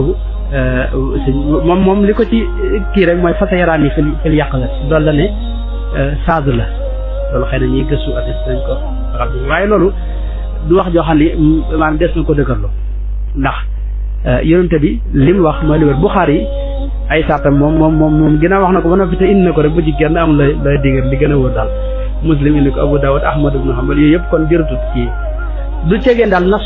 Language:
Wolof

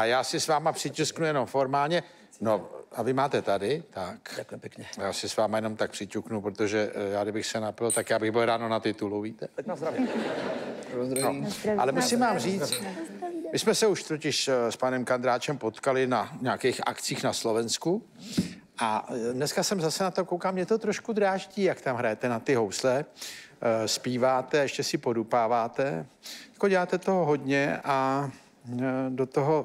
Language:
Czech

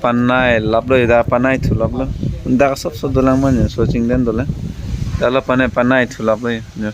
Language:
Karbi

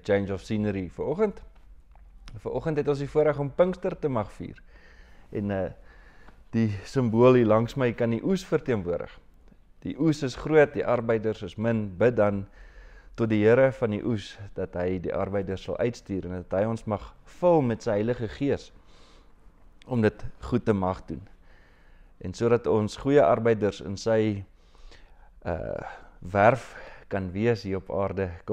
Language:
Afrikaans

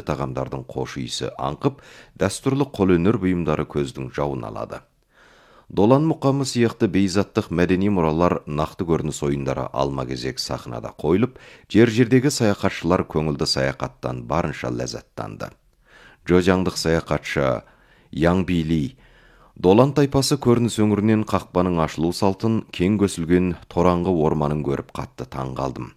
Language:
Kazakh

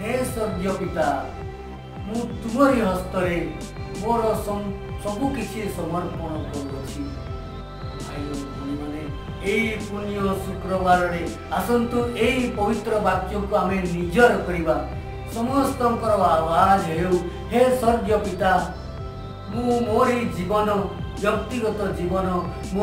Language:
Odia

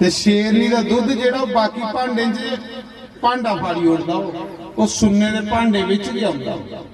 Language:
Dogri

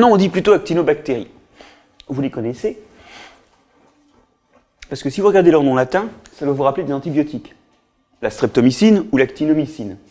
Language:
French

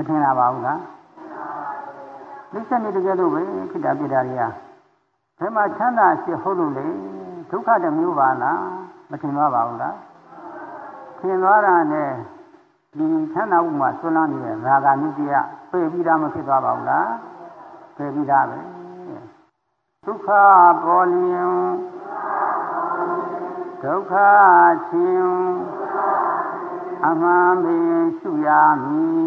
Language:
Burmese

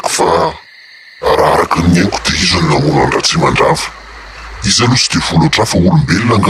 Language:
Malagasy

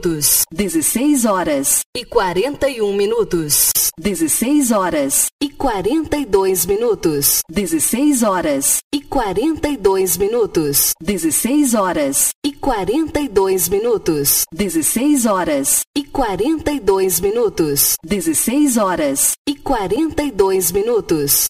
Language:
Portuguese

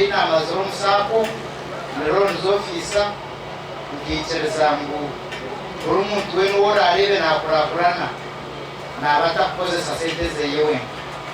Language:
Nyankole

